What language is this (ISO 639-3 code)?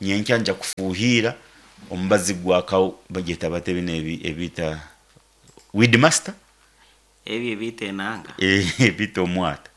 nyn